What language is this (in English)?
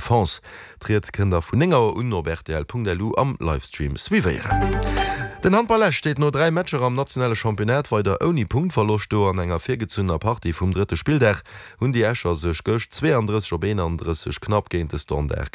Luxembourgish